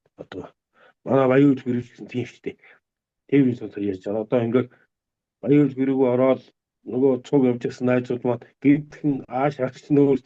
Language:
Mongolian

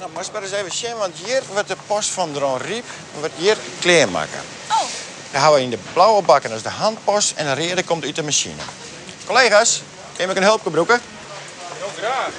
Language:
Western Frisian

